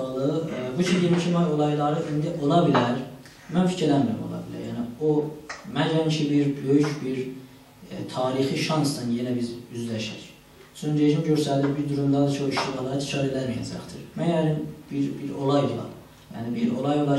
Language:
South Azerbaijani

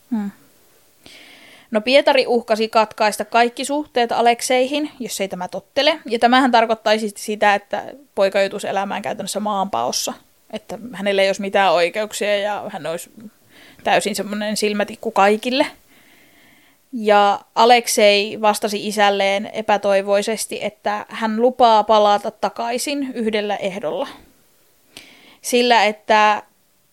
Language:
Finnish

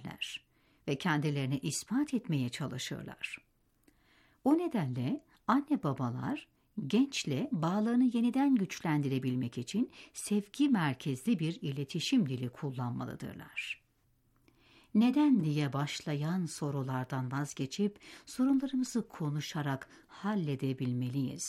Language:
Turkish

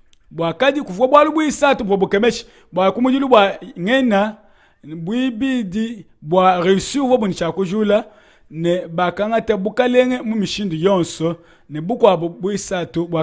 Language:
Luba-Lulua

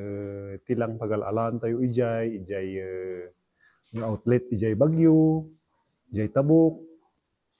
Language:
Iloko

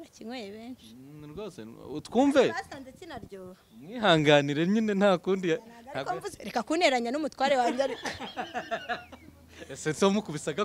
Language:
Kinyarwanda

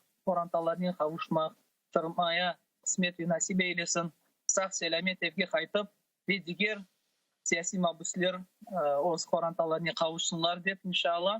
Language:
Crimean Tatar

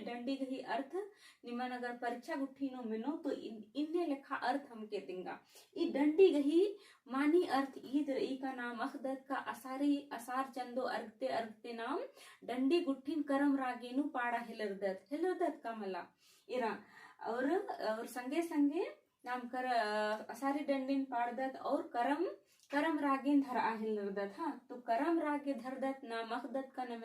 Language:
Kurukh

